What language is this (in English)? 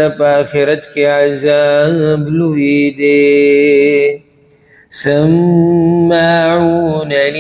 Pashto